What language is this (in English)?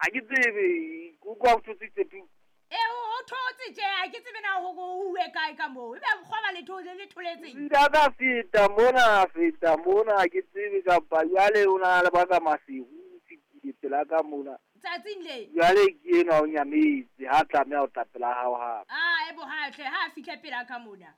Southern Sotho